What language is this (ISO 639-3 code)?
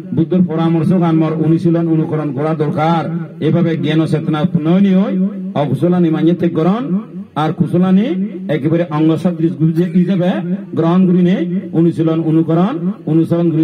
ben